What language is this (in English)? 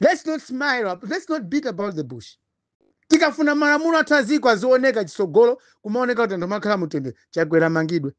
Nyanja